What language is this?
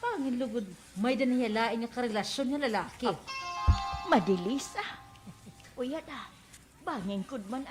Waray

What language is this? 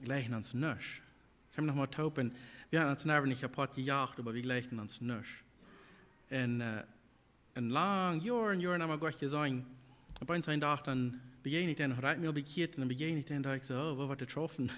Plautdietsch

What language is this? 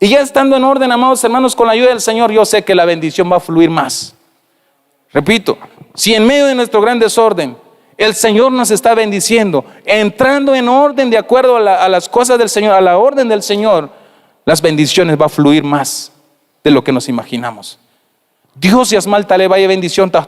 Tzeltal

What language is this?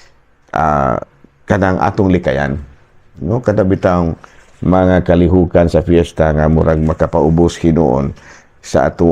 Cebuano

